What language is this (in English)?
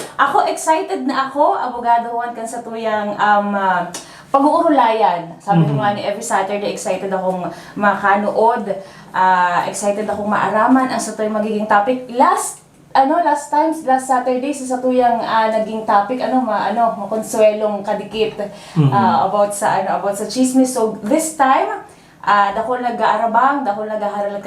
Bikol